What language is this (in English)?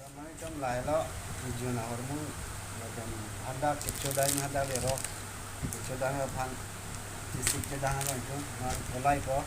Karbi